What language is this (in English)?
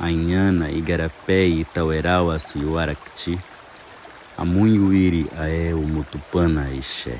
Nheengatu